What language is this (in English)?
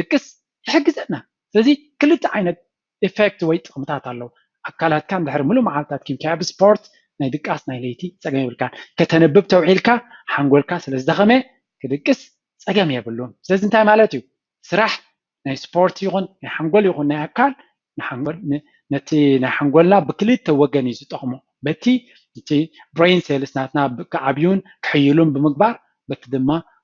Tigrinya